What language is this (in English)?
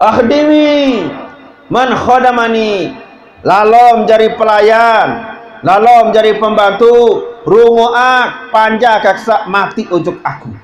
Sasak